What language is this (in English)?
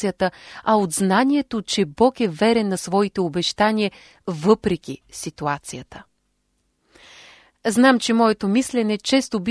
Bulgarian